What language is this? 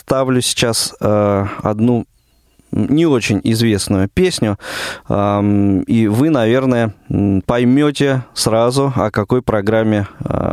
Russian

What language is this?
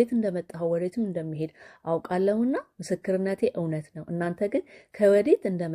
Amharic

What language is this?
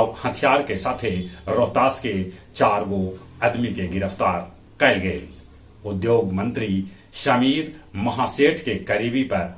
Magahi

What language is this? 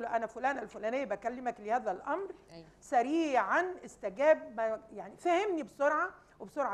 Egyptian Arabic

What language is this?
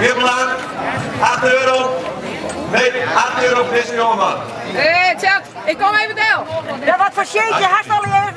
Western Frisian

